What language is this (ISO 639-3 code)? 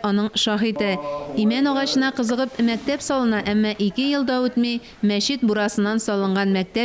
tat